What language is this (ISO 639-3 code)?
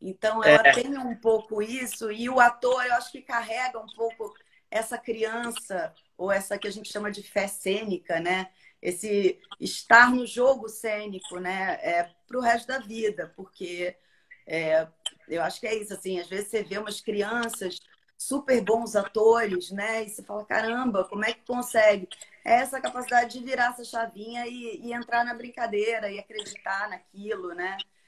por